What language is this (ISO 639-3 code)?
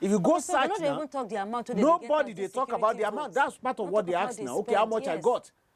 pcm